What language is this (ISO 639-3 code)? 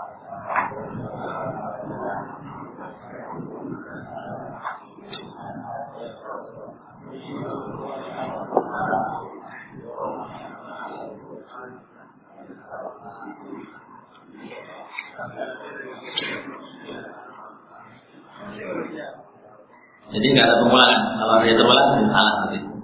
ind